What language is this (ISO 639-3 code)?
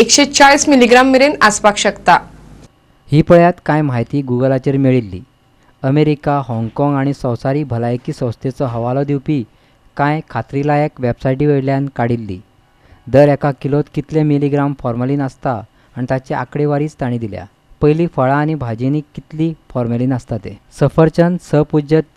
kok